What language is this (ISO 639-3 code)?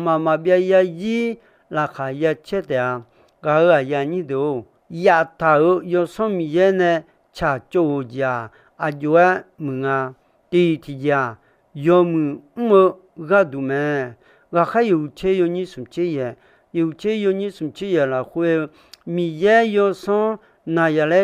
ahk